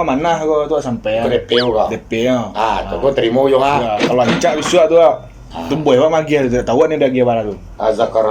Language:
Minangkabau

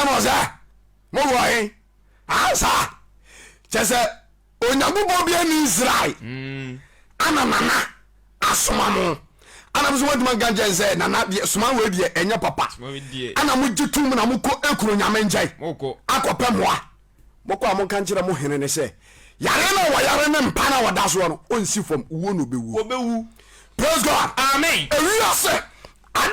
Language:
Akan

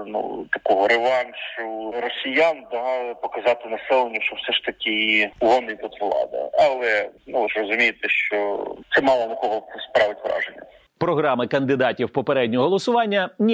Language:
Ukrainian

